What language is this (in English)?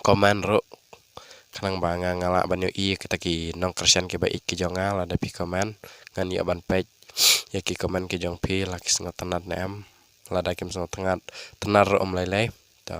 Khasi